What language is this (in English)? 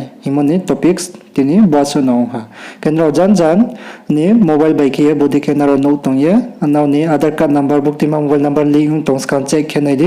Riang (India)